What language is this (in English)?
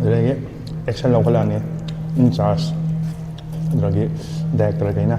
Manipuri